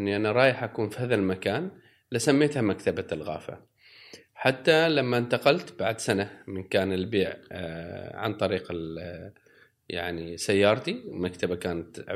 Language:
Gulf Arabic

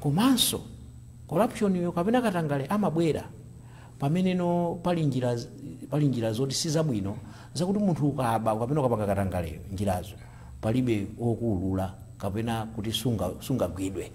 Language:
Nyanja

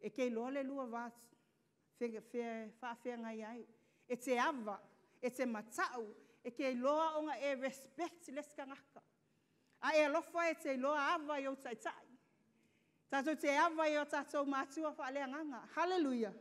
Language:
Samoan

